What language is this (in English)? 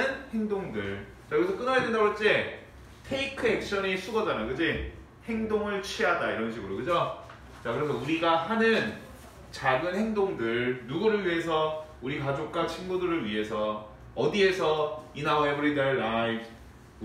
Korean